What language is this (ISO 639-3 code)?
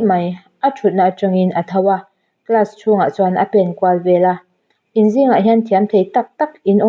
lus